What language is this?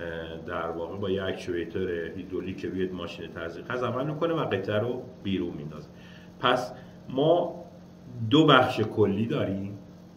Persian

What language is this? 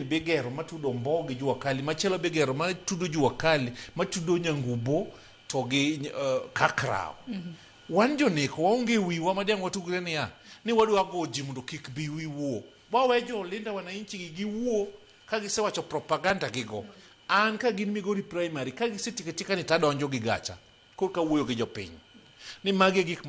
Luo (Kenya and Tanzania)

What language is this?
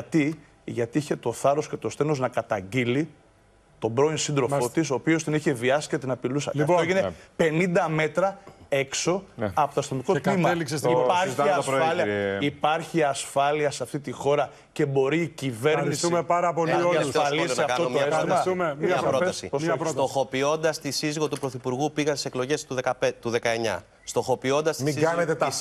Greek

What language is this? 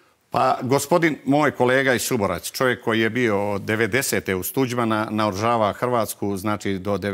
Croatian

